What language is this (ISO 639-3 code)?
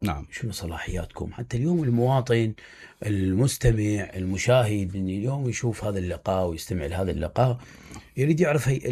acm